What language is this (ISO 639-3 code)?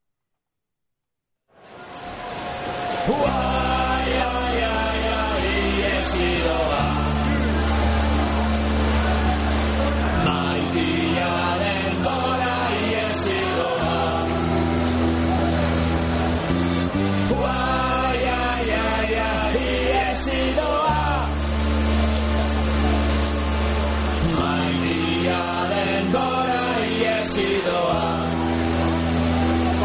eus